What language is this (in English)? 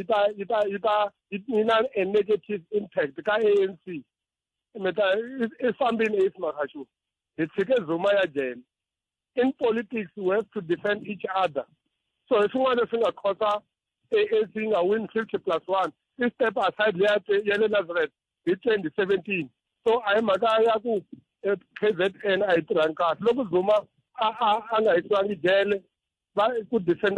Tsonga